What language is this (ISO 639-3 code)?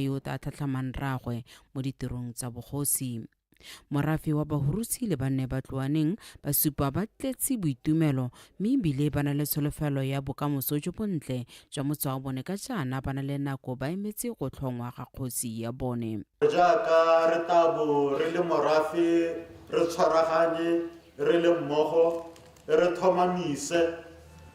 tsn